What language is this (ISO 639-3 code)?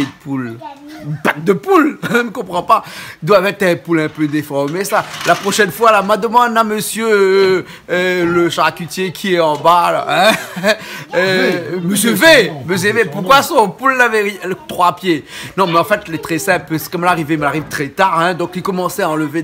rcf